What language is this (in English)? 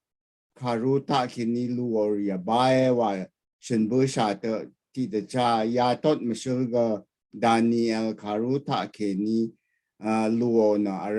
Rawang